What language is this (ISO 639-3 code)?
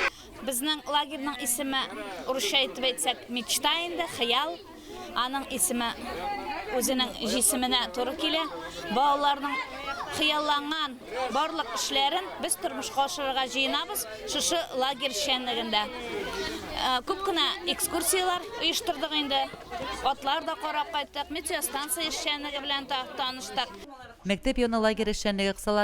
tat